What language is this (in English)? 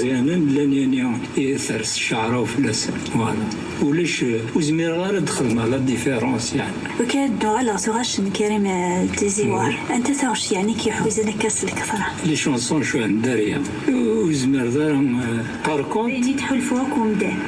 Kabyle